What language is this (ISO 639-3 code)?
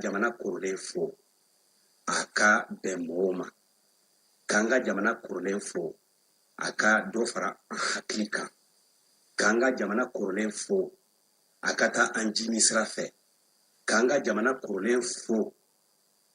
bam